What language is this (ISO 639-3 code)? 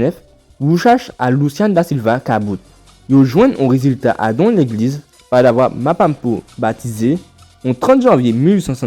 gcf